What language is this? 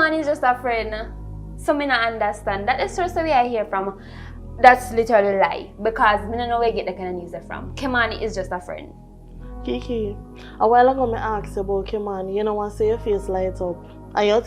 Jamaican Creole English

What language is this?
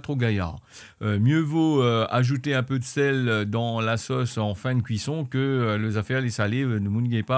Réunion Creole French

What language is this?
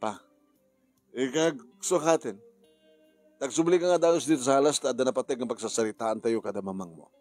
Iloko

